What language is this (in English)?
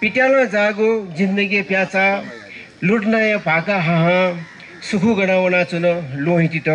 Newari